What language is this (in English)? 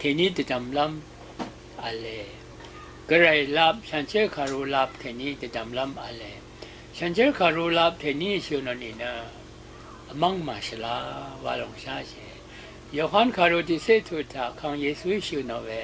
Rawang